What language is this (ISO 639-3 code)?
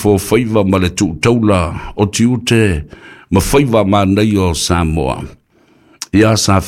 smo